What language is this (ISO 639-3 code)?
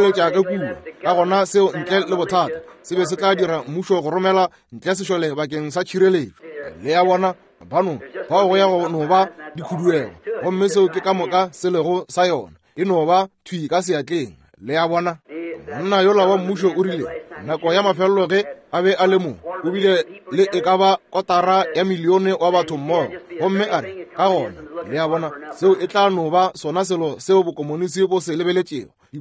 nso